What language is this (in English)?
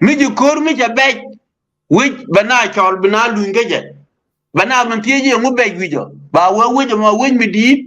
Nuer